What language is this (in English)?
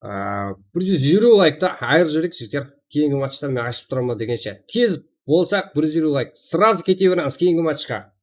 Kara-Kalpak